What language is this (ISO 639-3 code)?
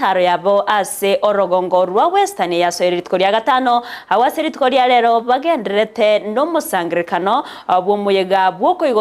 guz